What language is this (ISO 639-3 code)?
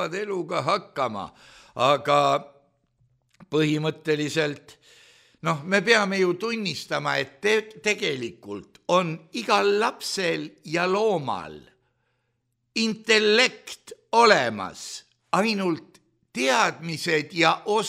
est